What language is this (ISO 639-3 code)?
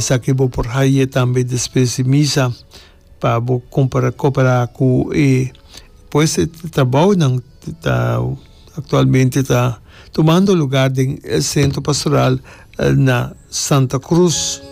pap